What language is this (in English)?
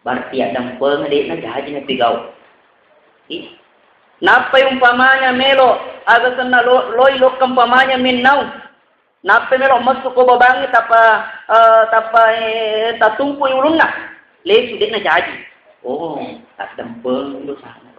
Buginese